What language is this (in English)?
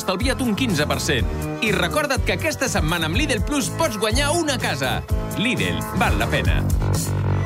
Catalan